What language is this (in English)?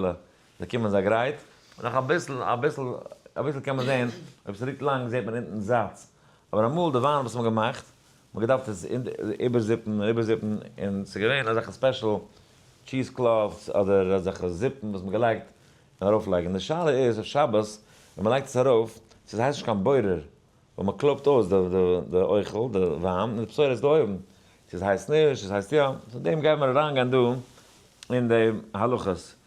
Yiddish